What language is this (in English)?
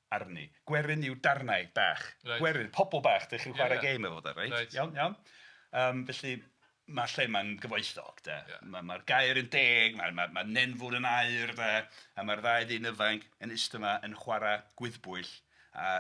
Welsh